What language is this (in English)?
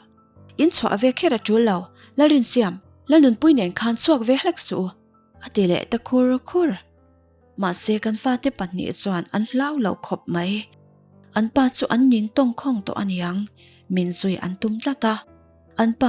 Mizo